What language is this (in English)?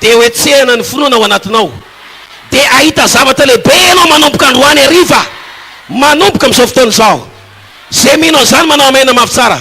Malagasy